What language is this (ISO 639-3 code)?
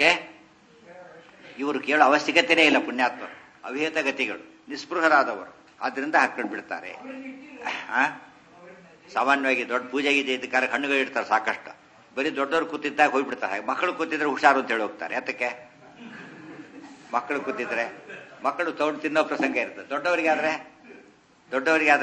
kan